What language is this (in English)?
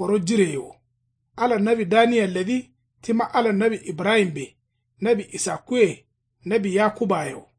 Kanuri